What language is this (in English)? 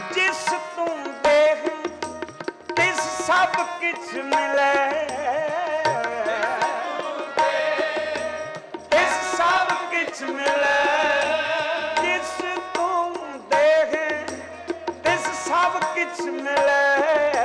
Punjabi